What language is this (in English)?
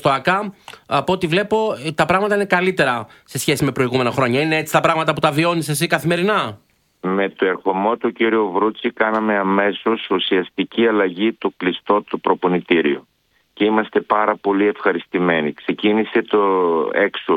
Greek